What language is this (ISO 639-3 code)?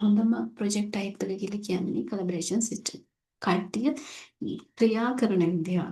sin